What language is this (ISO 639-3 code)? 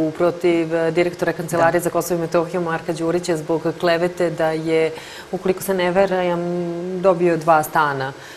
srp